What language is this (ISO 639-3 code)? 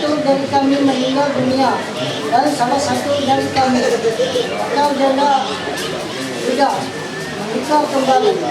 mhy